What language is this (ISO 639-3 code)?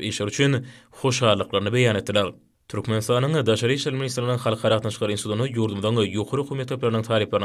tuk